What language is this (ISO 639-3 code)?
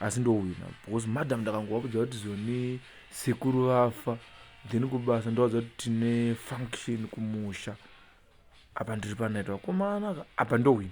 sna